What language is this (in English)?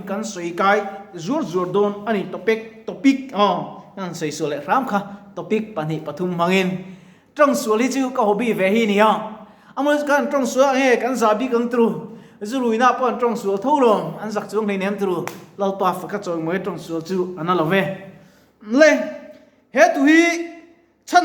Mizo